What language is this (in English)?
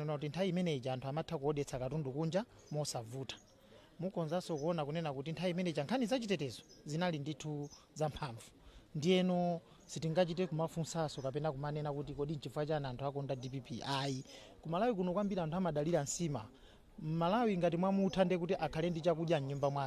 Nyanja